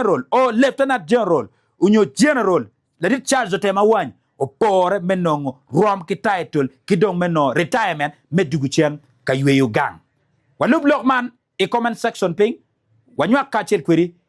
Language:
Acoli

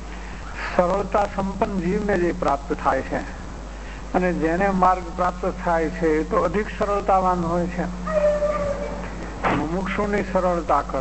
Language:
Gujarati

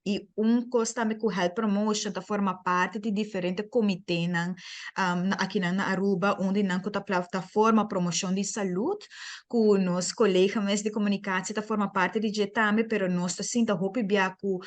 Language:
Papiamento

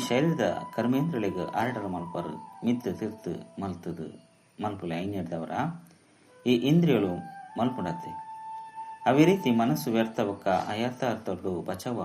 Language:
Tulu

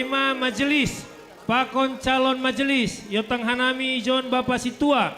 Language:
Batak Simalungun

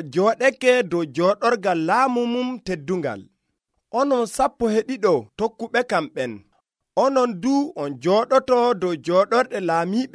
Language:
Nigerian Fulfulde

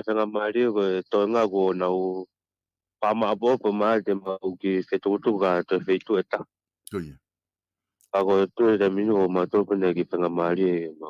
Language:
Tongan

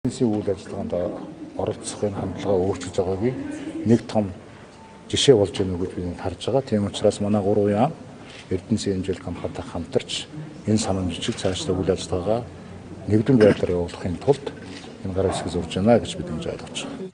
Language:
Mongolian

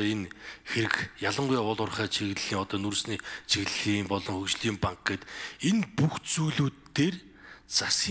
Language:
Mongolian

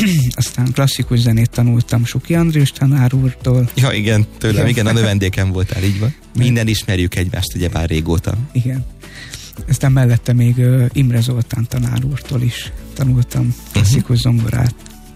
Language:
Hungarian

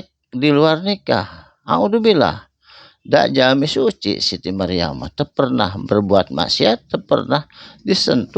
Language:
Sundanese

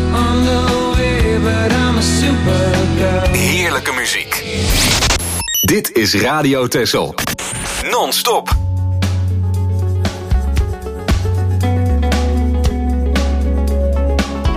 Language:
Dutch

